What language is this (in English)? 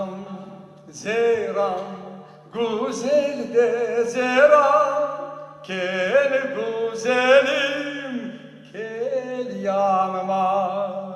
Crimean Tatar